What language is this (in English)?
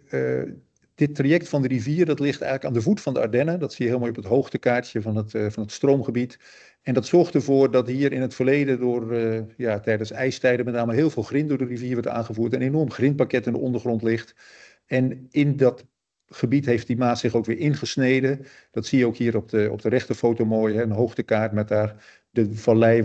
Dutch